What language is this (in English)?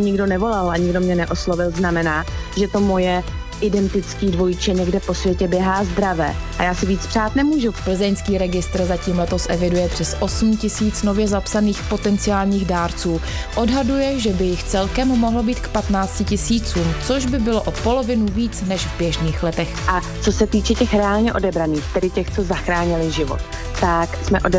Czech